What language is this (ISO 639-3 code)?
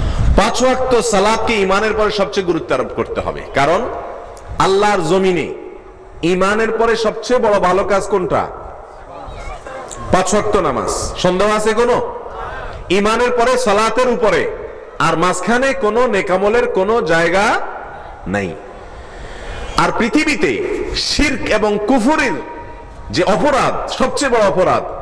ben